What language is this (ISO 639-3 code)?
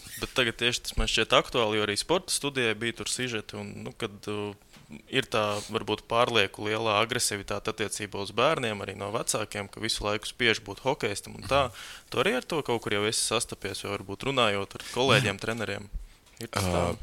lav